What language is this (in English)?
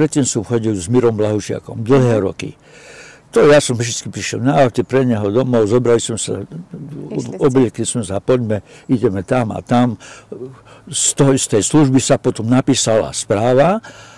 Slovak